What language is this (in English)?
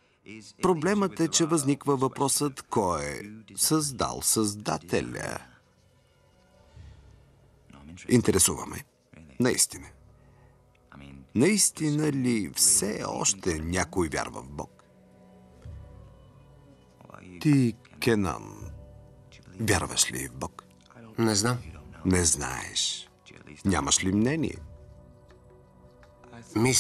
Bulgarian